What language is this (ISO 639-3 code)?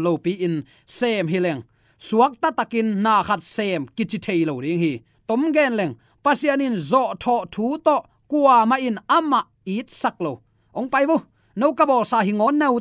ctd